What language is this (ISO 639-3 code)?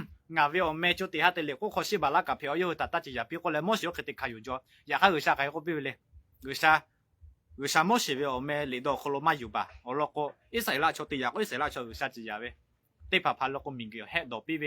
lhu